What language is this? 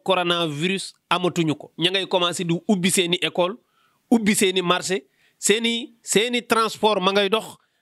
Wolof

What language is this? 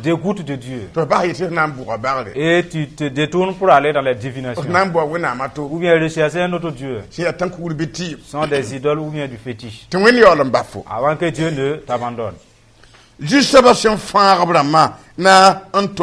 Mossi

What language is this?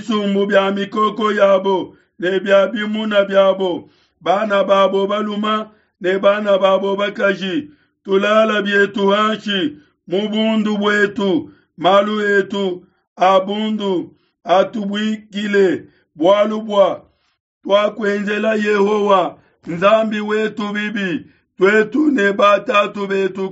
Luba-Lulua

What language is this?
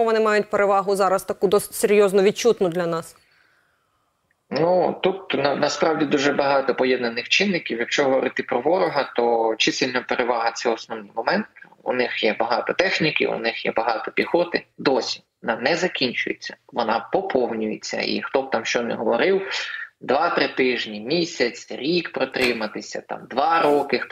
Ukrainian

